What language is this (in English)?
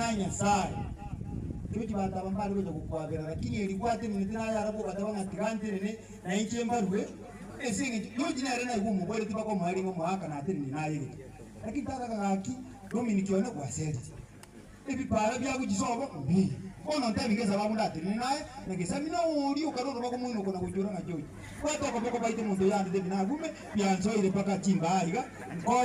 Gusii